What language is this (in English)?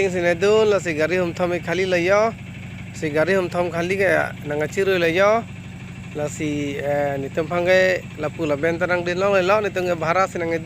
Karbi